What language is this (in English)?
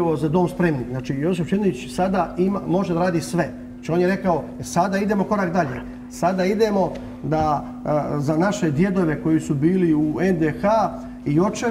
Serbian